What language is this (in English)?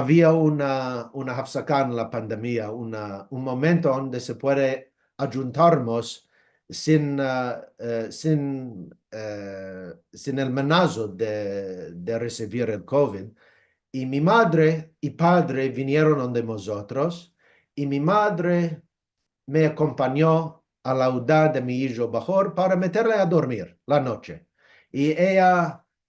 Ladino